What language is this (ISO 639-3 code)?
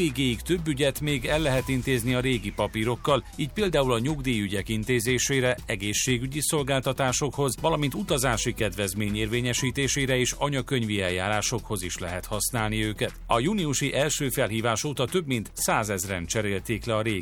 hun